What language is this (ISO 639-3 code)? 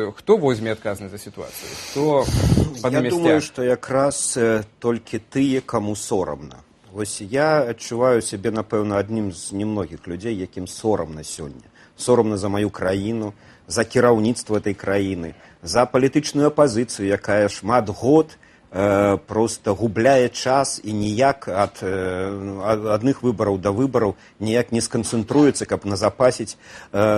bel